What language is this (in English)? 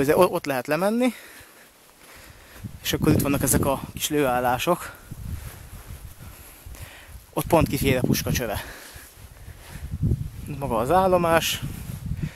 Hungarian